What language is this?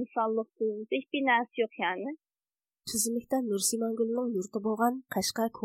Uyghur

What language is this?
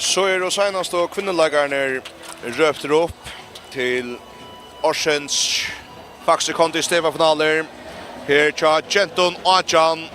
Faroese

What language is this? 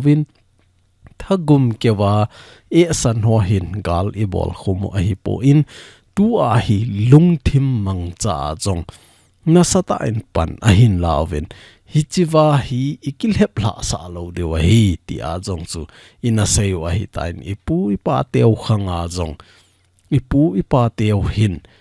Thado Chin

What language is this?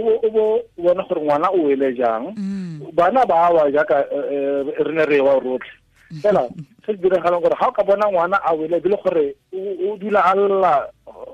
Tswana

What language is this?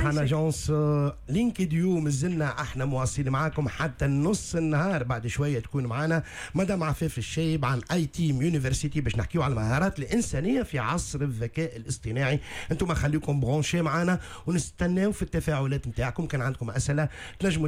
Tunisian Arabic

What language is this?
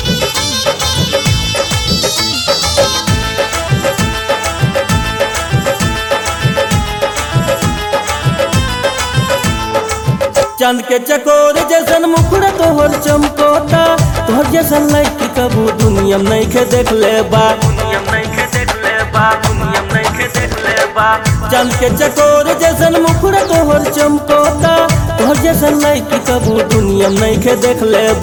Bhojpuri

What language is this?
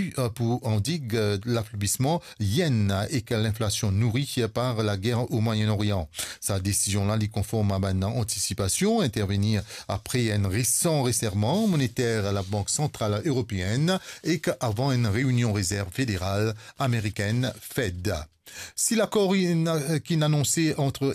Morisyen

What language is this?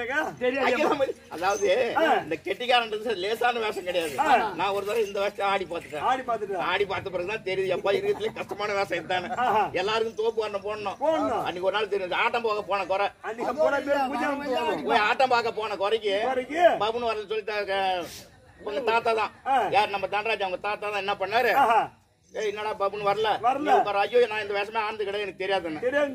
Tamil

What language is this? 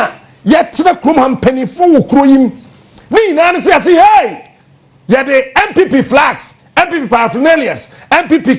Akan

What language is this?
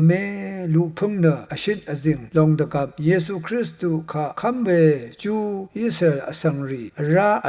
Rawang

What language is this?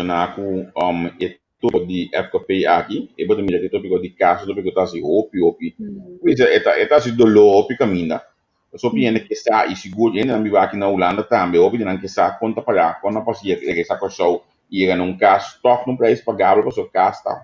Papiamento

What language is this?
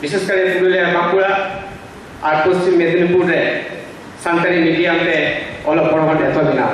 Santali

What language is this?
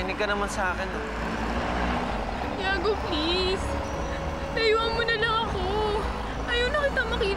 Filipino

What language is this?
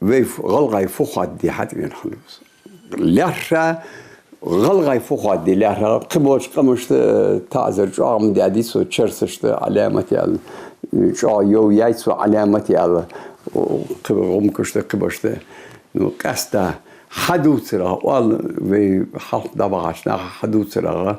Ingush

